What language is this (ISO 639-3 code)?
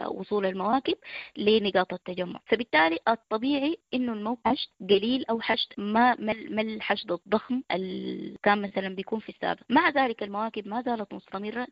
apd